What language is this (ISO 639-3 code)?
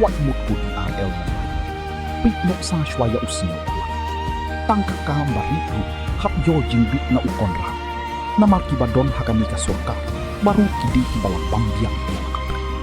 kha